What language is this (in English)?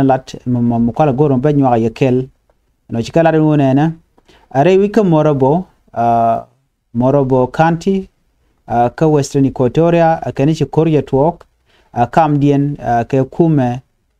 Nuer